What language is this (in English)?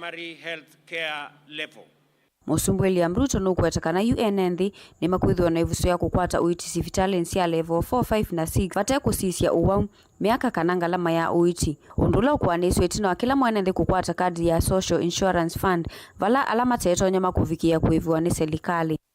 Kamba